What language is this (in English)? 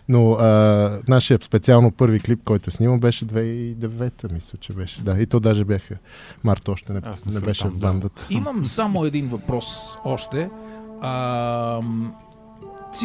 Bulgarian